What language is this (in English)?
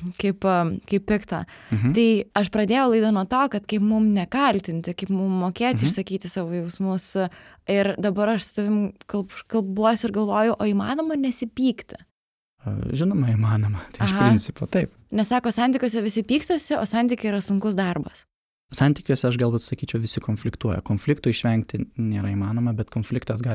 Lithuanian